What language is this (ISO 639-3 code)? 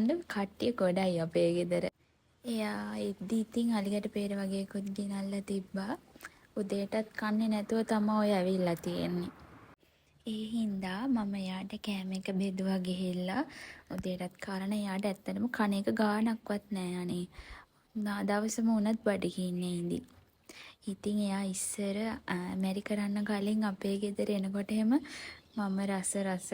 sin